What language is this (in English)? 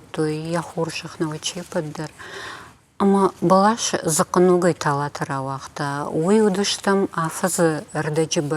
Ossetic